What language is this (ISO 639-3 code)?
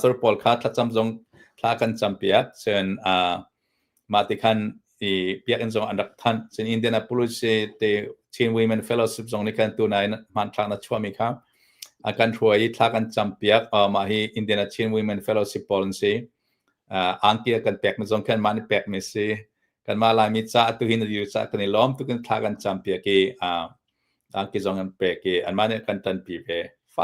cnh